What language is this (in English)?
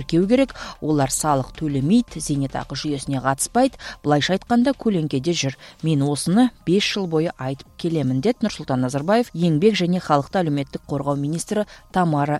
Kyrgyz